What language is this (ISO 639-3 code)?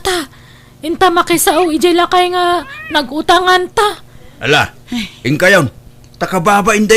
ilo